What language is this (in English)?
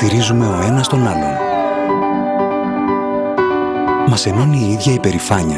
Greek